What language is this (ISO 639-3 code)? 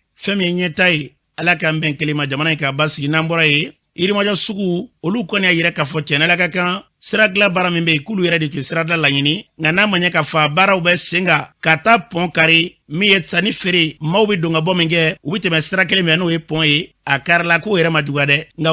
bam